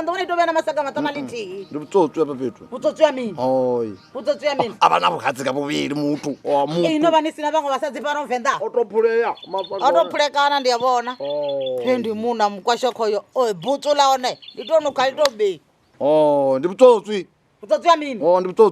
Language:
Venda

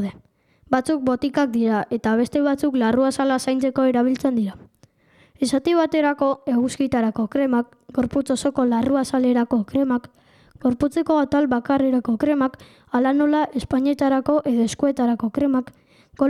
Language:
Basque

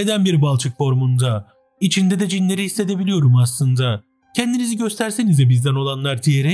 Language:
Turkish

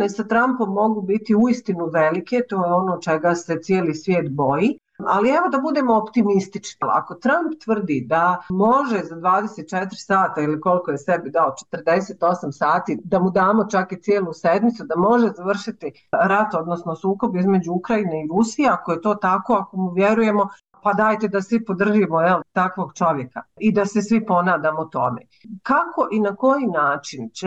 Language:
Bosnian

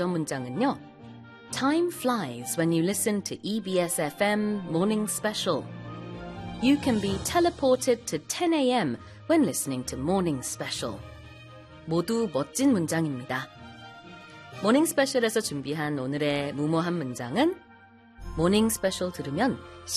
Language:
Korean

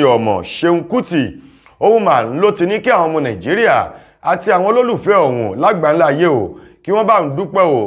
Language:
Yoruba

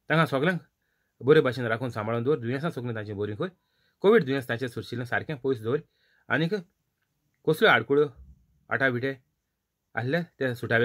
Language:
Konkani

